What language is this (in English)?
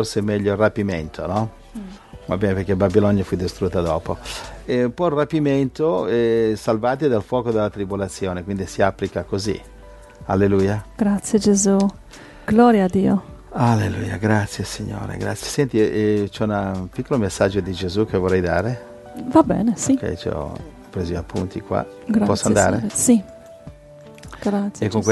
Italian